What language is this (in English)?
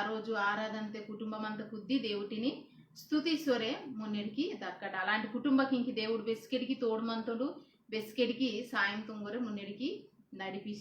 Koya